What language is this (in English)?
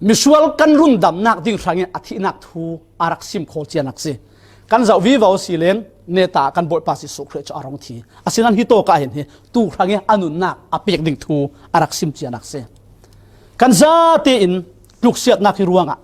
Falam Chin